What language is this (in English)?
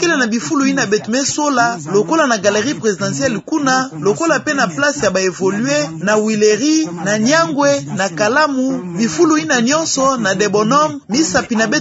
Kituba (Democratic Republic of Congo)